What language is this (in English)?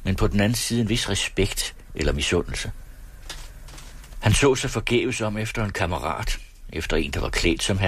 Danish